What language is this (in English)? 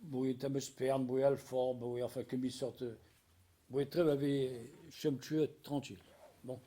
Breton